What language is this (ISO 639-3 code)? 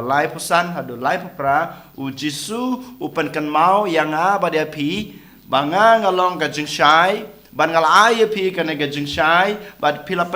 kha